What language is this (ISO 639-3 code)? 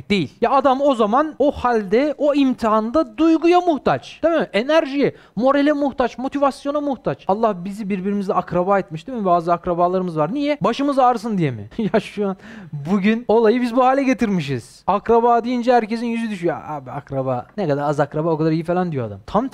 tur